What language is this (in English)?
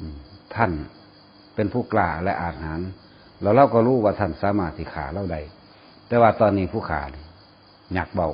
Northeastern Thai